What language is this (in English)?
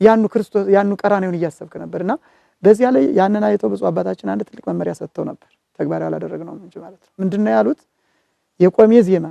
Amharic